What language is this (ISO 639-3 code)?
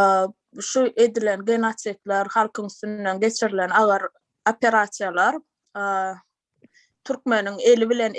tuk